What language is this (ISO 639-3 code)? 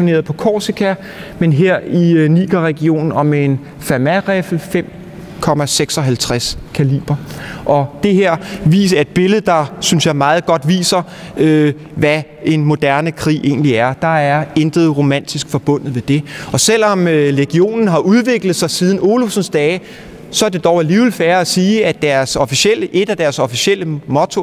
dan